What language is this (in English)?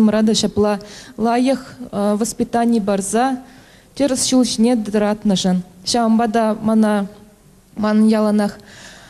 Chuvash